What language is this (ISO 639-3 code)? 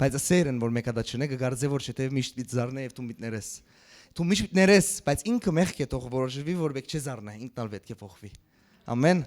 hyw